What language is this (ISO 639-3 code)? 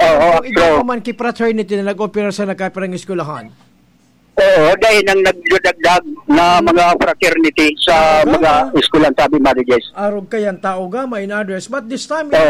bik